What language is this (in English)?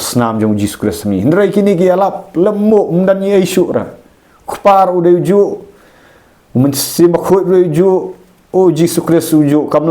Khasi